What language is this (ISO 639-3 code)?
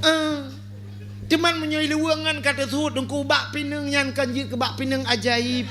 ace